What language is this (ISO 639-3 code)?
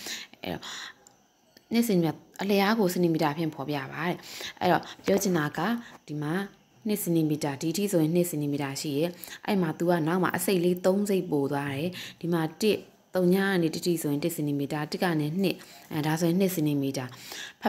mya